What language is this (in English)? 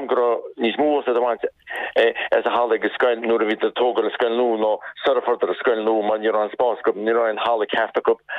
Irish